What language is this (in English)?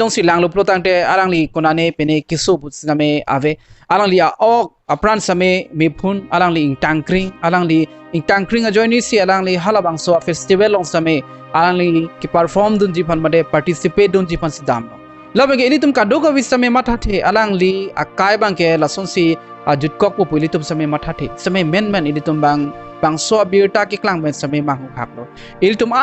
Karbi